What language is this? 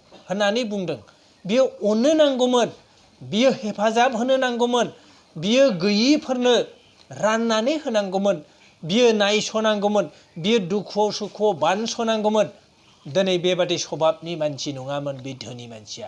Bodo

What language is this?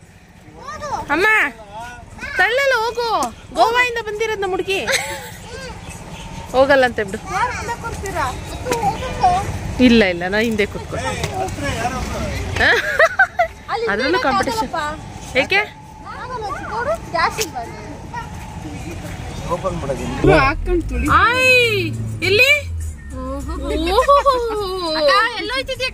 Kannada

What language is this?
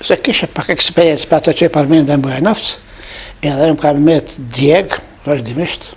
Albanian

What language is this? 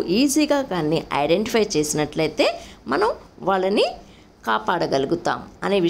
Telugu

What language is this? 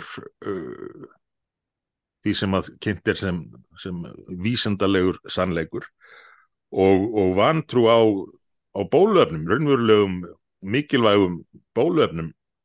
Icelandic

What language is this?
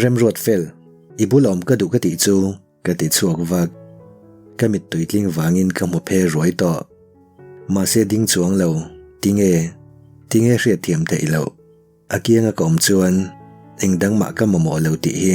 Mizo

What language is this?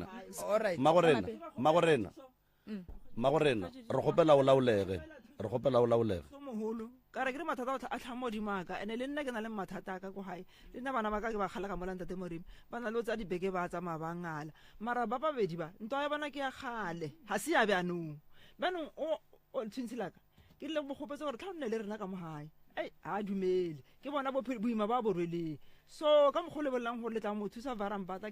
Northern Sotho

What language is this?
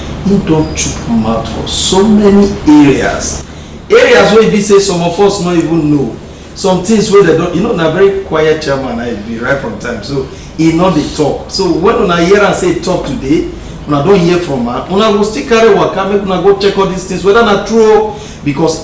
Nigerian Pidgin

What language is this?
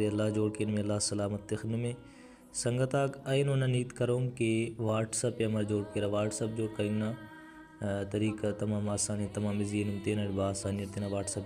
Brahui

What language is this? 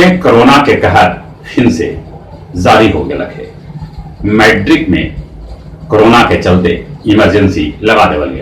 Magahi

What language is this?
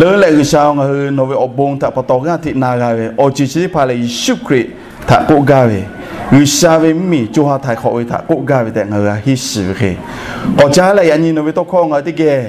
Lahu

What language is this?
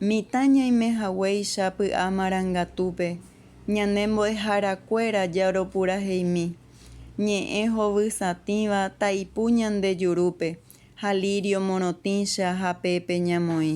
Guarani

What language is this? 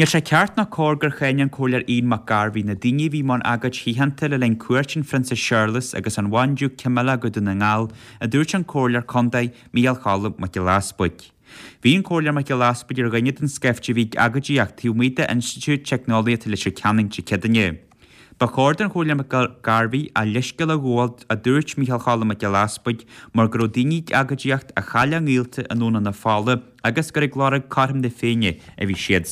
Irish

